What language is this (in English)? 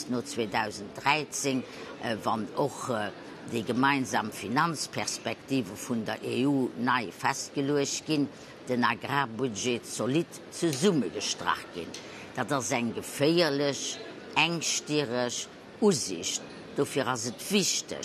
Luxembourgish